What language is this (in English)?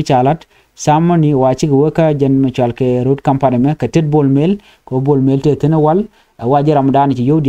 Nuer